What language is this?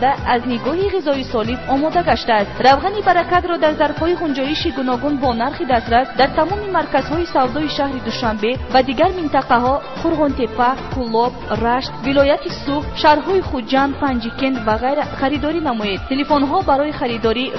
Tajik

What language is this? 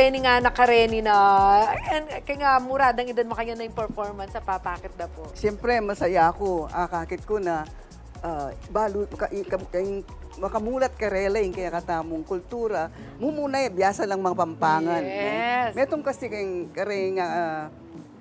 Pampanga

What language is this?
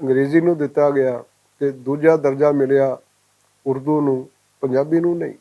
Western Panjabi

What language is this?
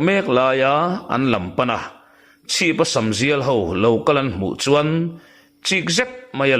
Mizo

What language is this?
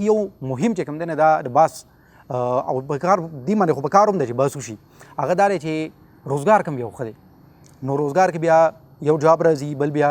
Pashto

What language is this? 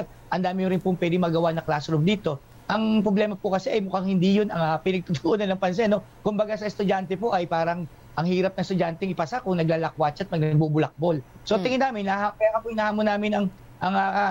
Filipino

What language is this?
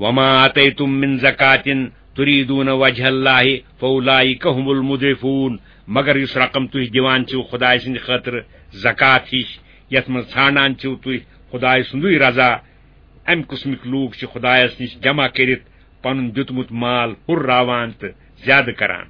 Kashmiri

